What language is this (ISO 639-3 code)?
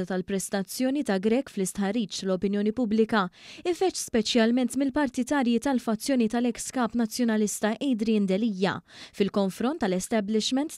mlt